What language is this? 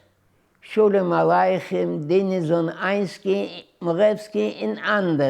Yiddish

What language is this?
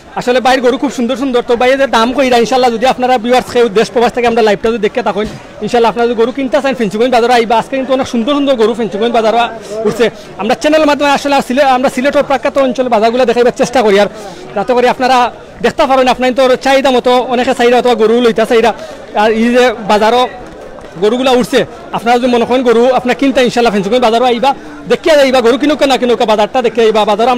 Sylheti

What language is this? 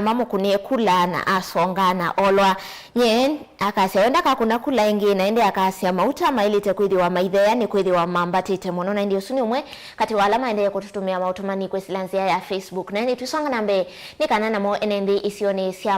Kamba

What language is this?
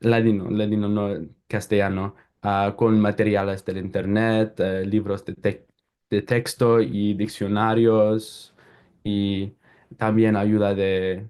Ladino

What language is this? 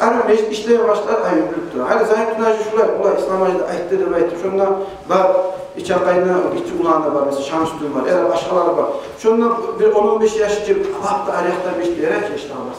Kumyk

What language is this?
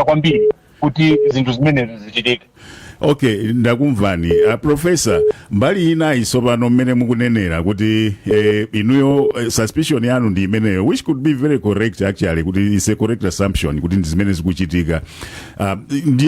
Nyanja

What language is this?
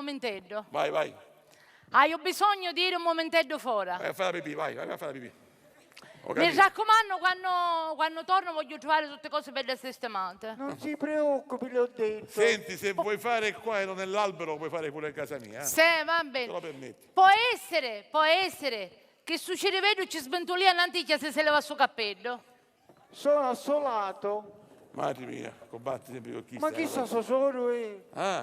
Sicilian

